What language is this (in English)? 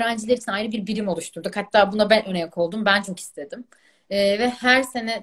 Turkish